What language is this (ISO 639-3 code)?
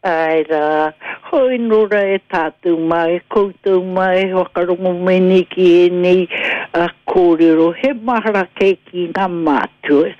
mri